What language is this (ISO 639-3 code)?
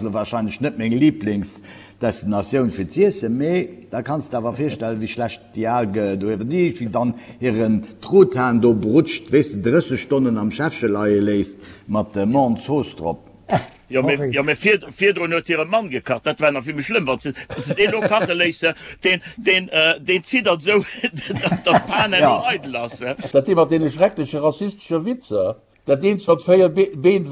ltz